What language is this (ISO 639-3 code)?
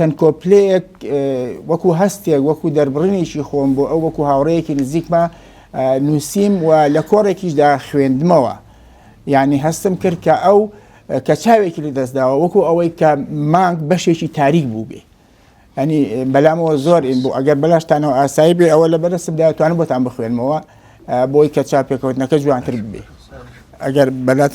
ckb